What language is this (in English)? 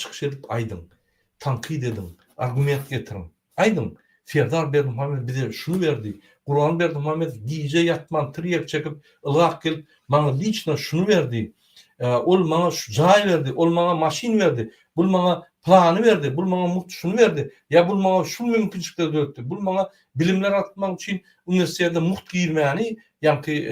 Turkmen